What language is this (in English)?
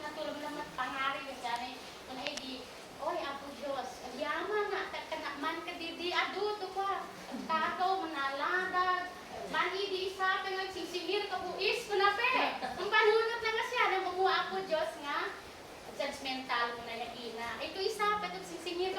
Isnag